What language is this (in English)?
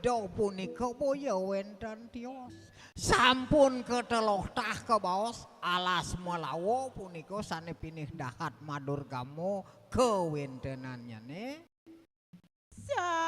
Balinese